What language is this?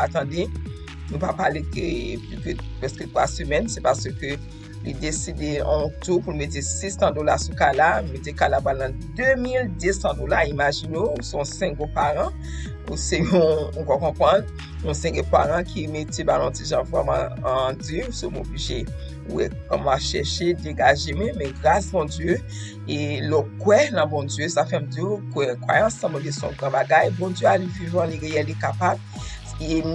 Haitian Creole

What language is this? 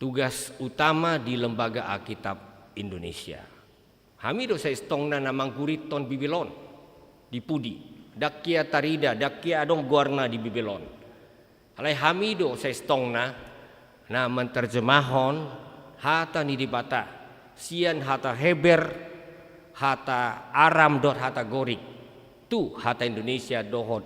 Batak Toba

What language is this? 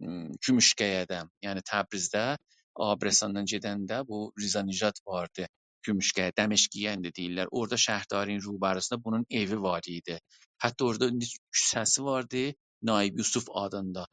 South Azerbaijani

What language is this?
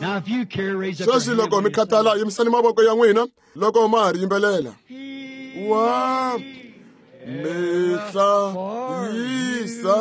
Tsonga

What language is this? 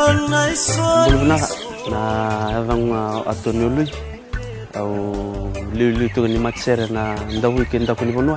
Fijian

